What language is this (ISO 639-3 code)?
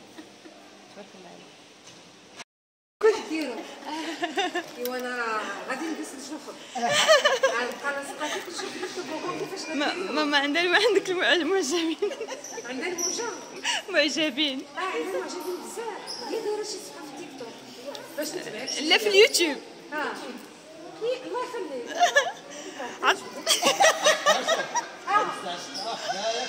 ary